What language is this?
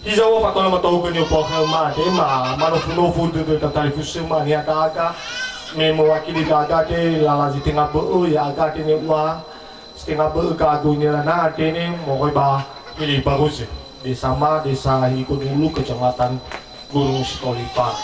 Nias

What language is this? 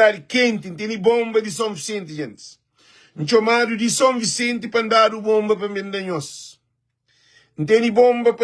Kabuverdianu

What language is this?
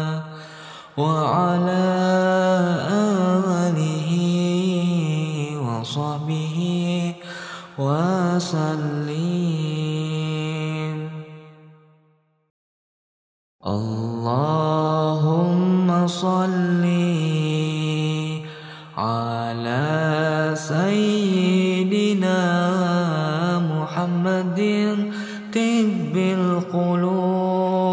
Arabic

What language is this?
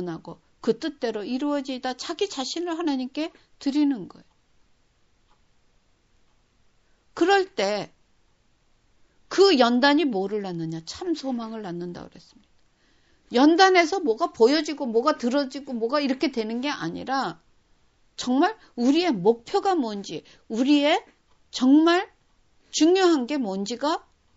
Korean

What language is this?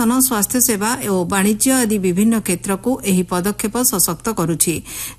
Odia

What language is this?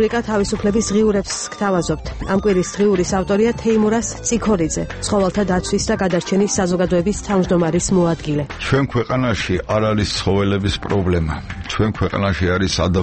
Georgian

